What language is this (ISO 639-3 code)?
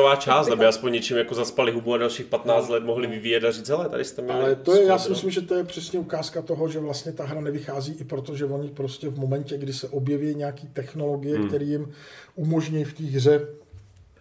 ces